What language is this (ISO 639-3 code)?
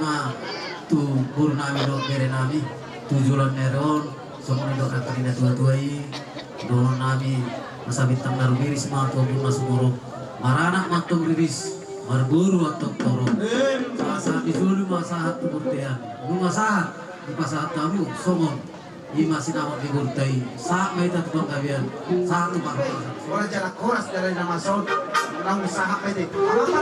bbc